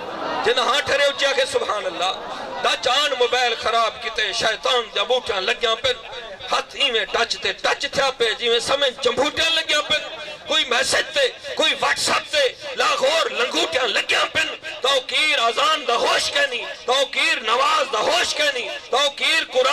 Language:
Saraiki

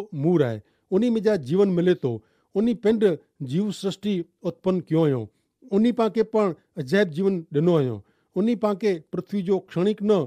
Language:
Kachhi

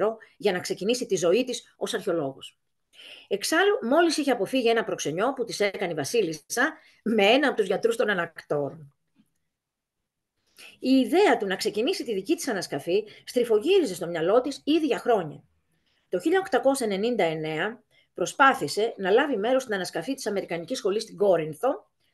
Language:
Greek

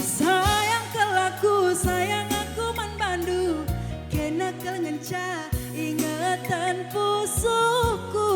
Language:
Batak Karo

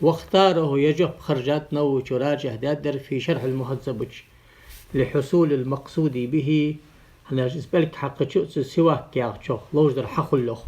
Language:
Ingush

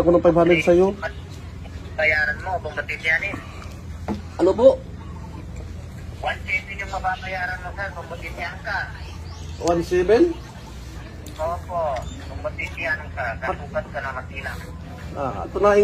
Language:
Filipino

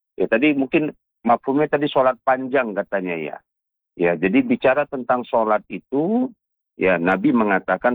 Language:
Indonesian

